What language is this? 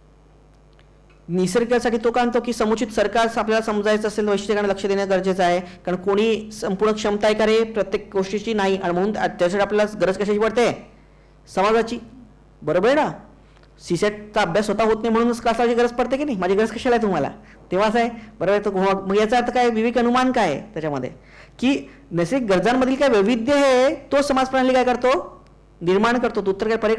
Marathi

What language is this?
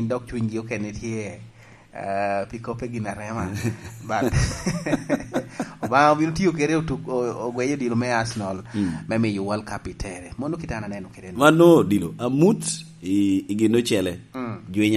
Lango (Uganda)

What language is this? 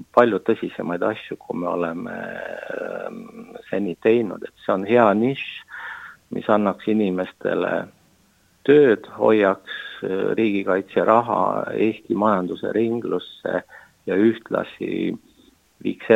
Estonian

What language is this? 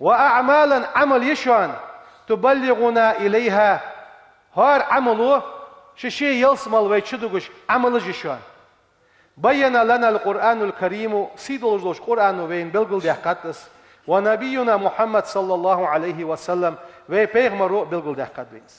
Ingush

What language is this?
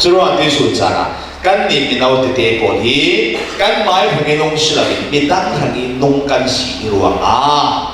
Falam Chin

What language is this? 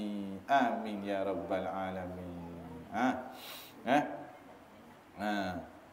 Malay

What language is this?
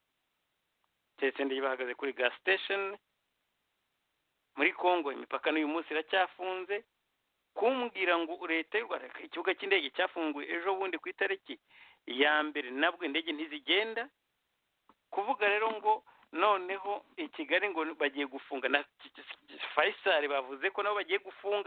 Kinyarwanda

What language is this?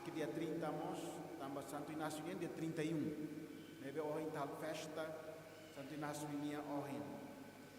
Tetum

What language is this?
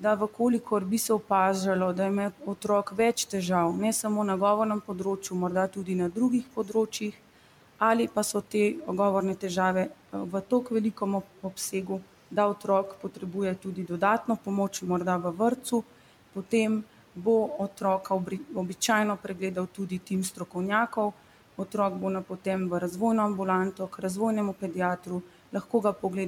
Slovenian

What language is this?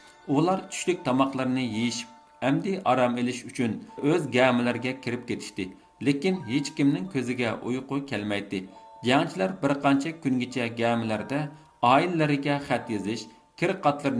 Uyghur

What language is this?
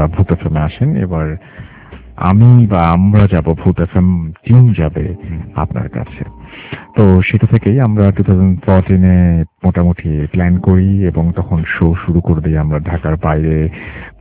Bangla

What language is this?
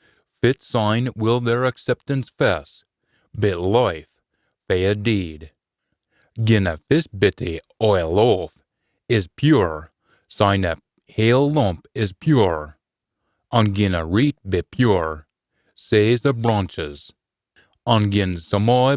Scots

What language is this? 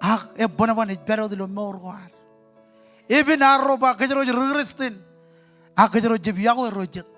Marshallese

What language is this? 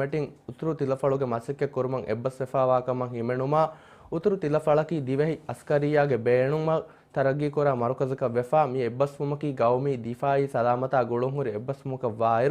Divehi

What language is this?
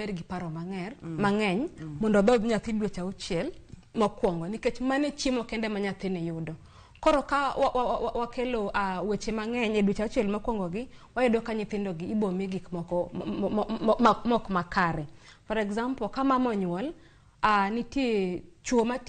Luo (Kenya and Tanzania)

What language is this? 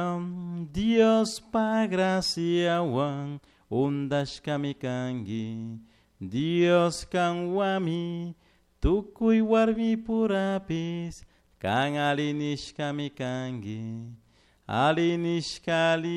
Chimborazo Highland Quichua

